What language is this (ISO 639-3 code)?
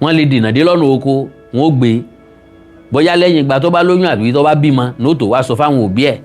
yor